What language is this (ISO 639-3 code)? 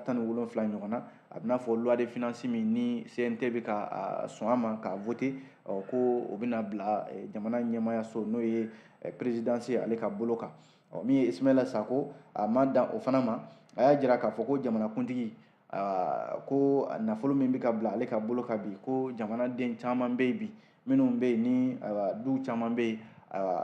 bam